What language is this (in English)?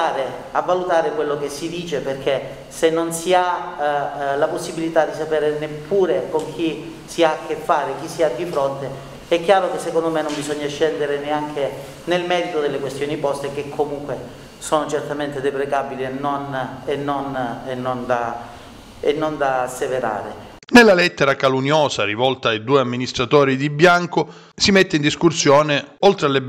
Italian